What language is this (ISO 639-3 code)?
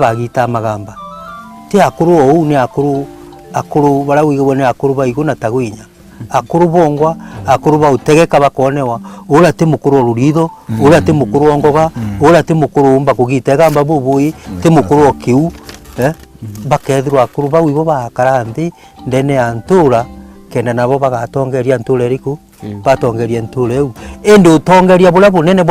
mer